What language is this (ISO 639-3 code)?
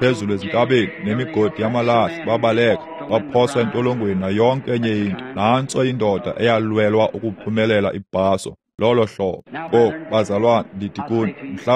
xho